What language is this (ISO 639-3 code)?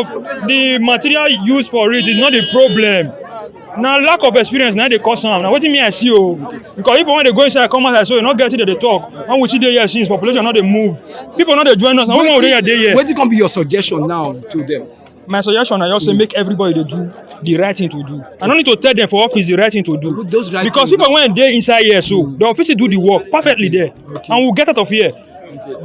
pcm